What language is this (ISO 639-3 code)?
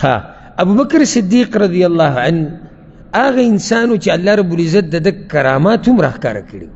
pus